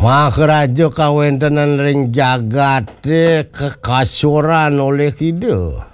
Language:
Balinese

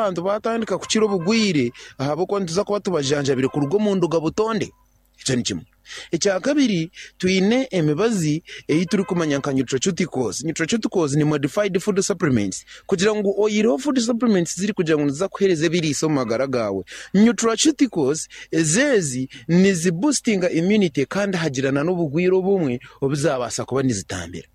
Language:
Nyankole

